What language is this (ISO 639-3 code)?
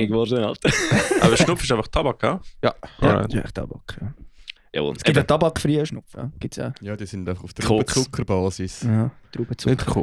gsw